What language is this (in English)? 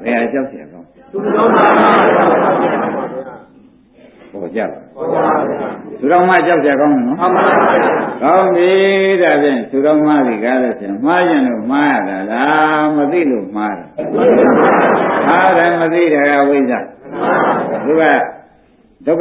Burmese